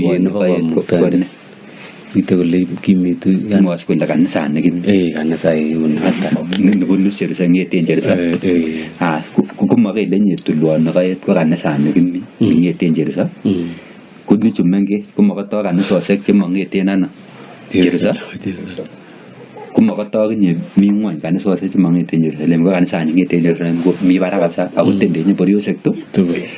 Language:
Kalenjin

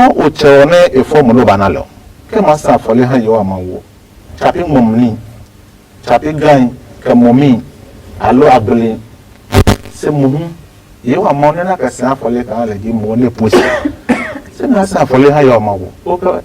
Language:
Adangme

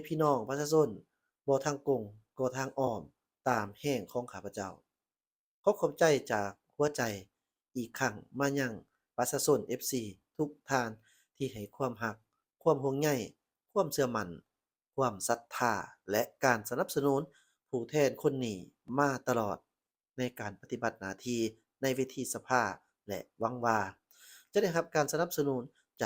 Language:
Lao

